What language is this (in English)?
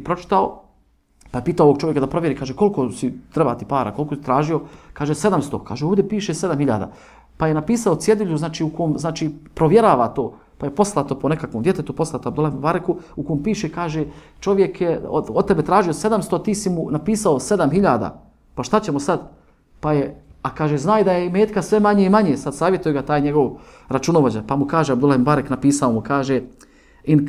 Bosnian